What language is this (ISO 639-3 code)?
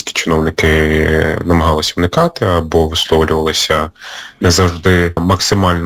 ukr